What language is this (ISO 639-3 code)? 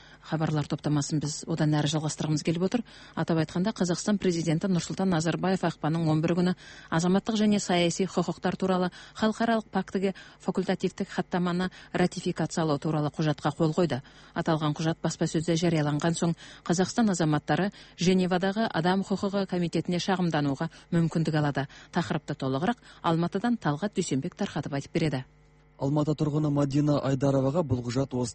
kaz